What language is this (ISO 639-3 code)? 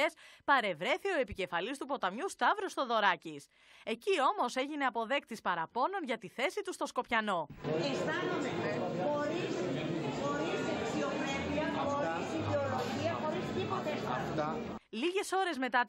ell